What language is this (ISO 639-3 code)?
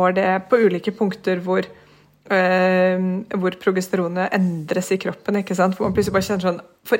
nor